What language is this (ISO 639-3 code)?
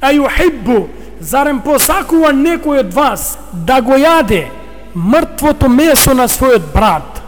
mkd